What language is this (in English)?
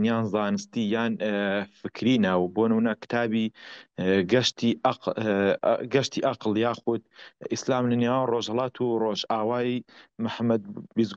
Central Kurdish